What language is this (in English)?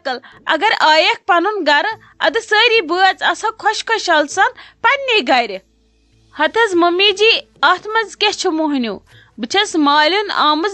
Kashmiri